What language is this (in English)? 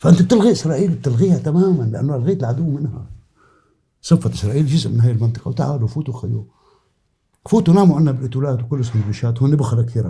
North Levantine Arabic